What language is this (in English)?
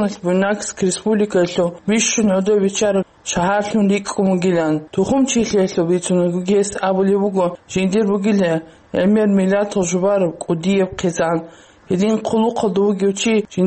Avaric